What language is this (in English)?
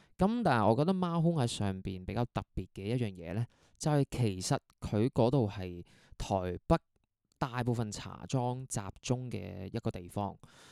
Cantonese